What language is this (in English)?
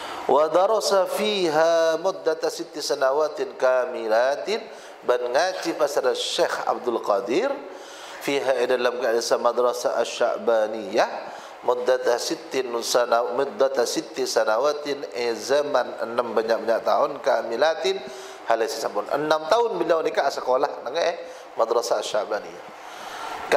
Madurese